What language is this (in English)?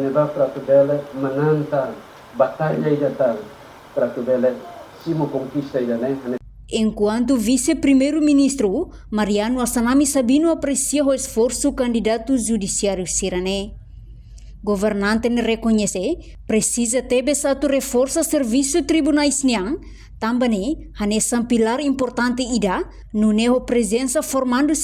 Tetum